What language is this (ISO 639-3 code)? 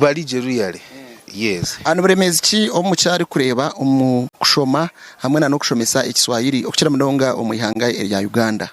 nyn